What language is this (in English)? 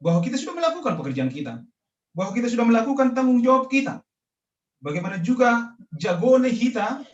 Batak Simalungun